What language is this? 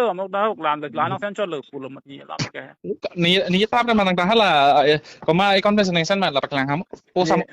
Karbi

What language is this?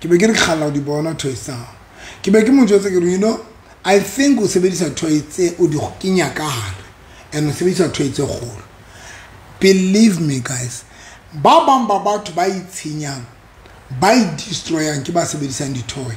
Southern Sotho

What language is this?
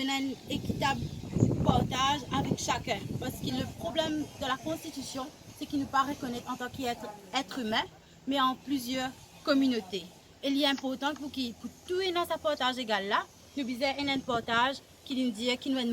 Morisyen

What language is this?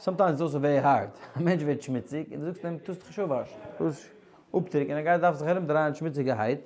Yiddish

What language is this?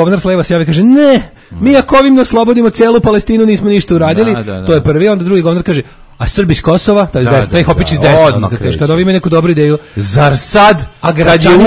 Serbian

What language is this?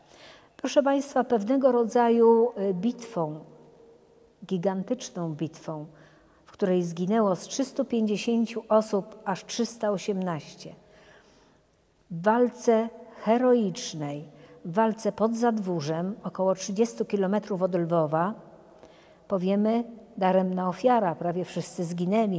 Polish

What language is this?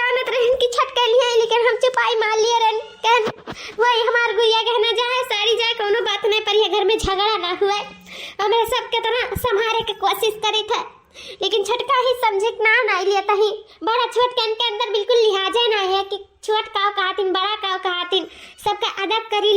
Awadhi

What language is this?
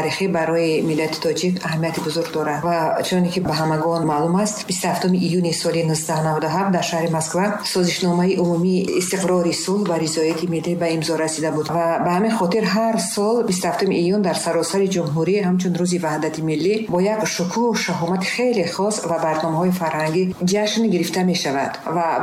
Tajik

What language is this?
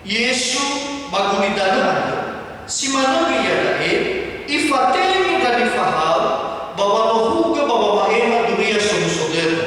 Nias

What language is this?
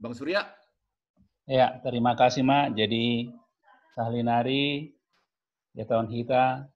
Batak Simalungun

